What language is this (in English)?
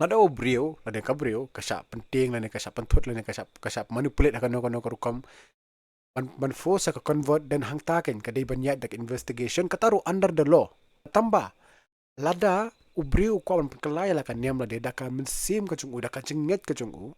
Khasi